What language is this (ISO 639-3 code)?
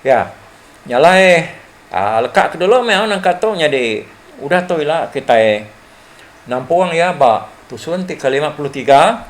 iba